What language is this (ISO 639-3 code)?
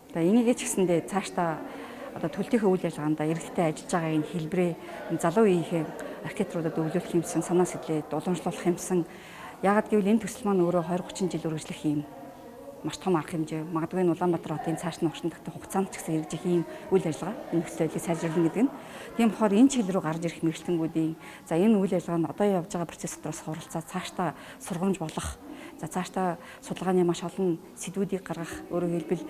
mon